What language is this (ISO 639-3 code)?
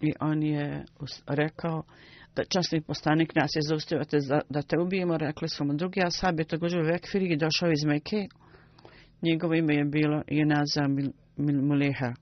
bos